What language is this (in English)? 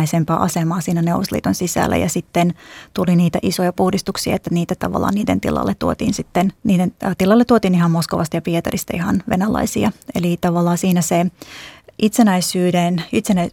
Finnish